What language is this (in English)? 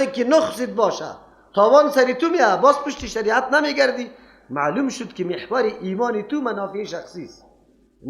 Persian